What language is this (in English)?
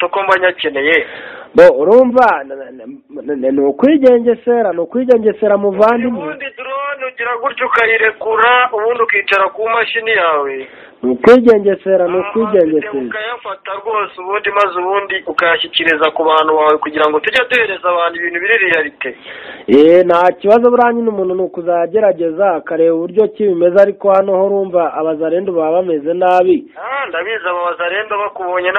Kinyarwanda